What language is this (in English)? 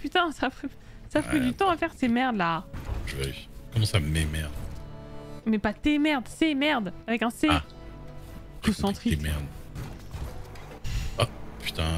French